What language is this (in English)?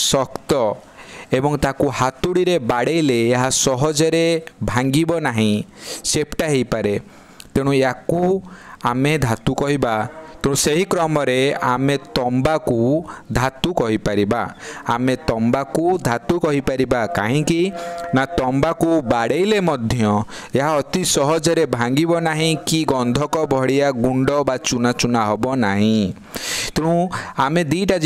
Odia